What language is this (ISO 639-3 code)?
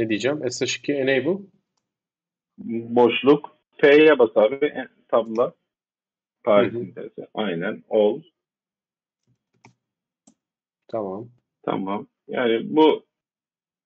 tur